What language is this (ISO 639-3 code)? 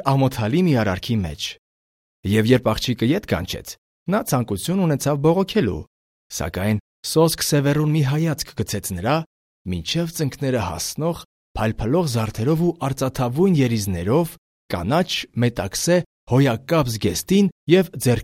hye